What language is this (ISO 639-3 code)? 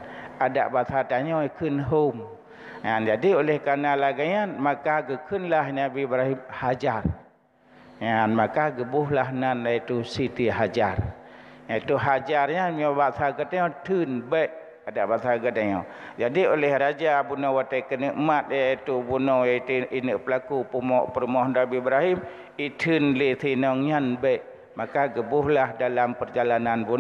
ace